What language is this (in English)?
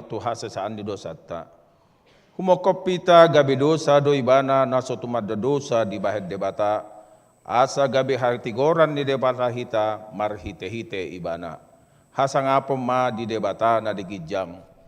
Batak Toba